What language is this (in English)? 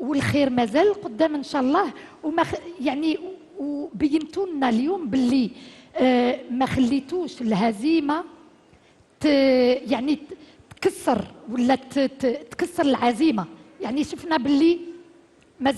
Algerian Arabic